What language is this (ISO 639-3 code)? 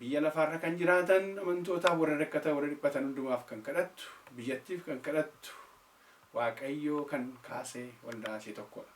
orm